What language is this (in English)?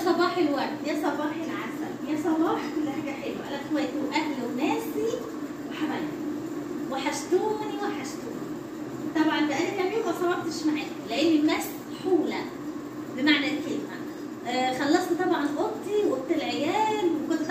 Egyptian Arabic